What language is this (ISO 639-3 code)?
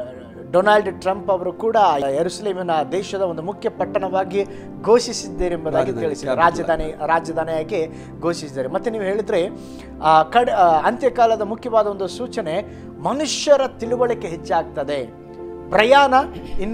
kan